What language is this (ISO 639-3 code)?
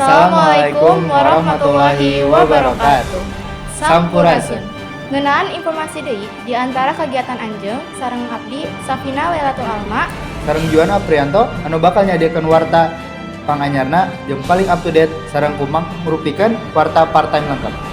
sun